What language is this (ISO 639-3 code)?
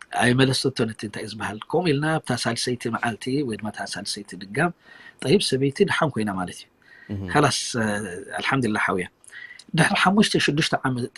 tir